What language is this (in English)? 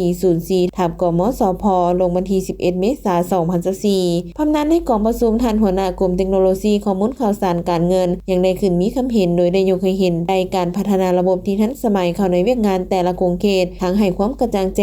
Lao